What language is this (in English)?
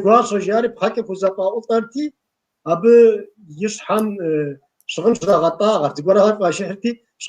Kabardian